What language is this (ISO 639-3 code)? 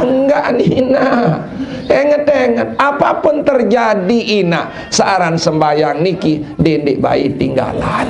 sas